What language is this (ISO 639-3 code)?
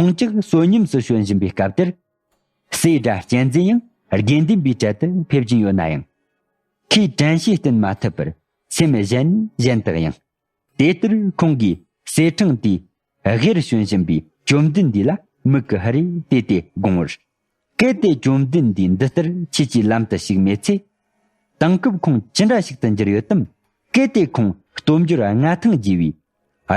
bod